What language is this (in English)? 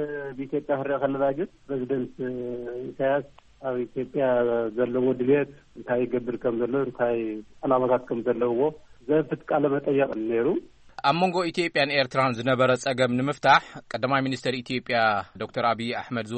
Tigrinya